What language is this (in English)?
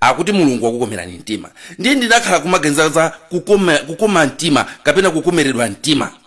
Nyanja